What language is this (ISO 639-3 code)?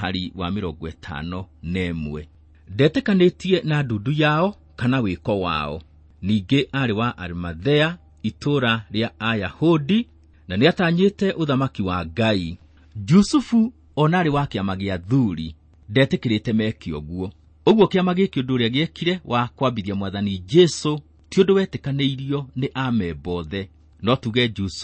kik